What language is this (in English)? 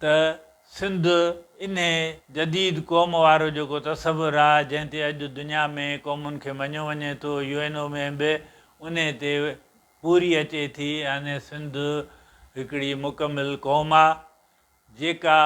Sindhi